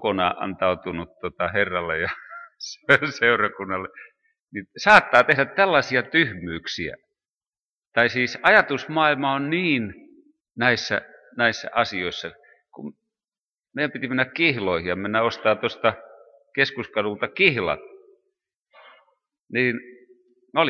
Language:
Finnish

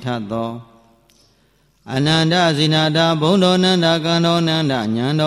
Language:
Burmese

